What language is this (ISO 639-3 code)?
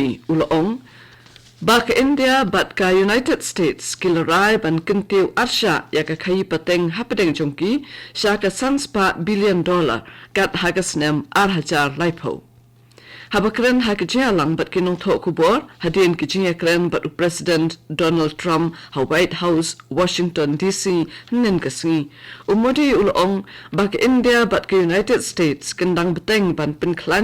kha